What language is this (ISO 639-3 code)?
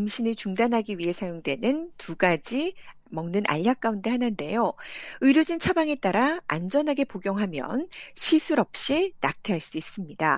kor